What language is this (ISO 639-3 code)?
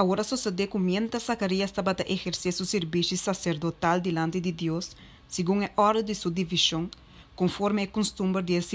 pap